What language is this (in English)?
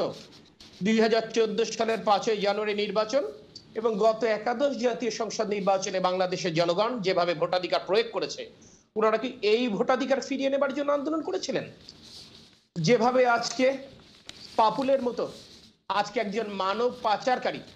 Bangla